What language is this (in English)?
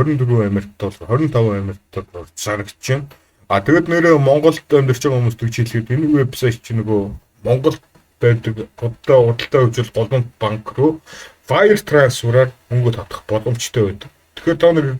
Mongolian